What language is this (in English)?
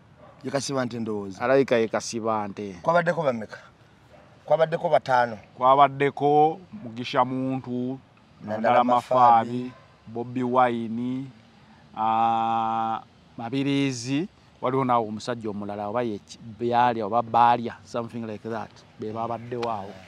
Ganda